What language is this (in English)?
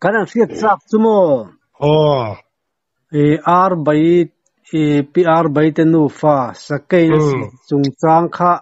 Mizo